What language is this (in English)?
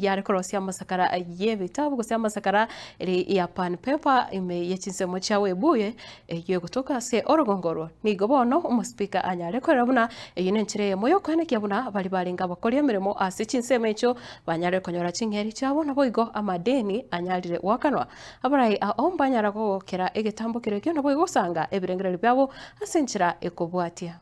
Gusii